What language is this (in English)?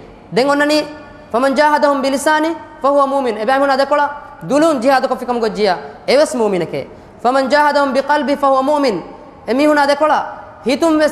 Divehi